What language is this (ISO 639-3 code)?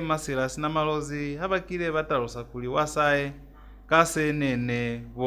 loz